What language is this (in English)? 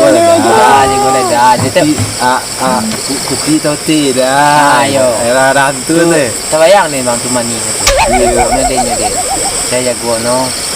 Minangkabau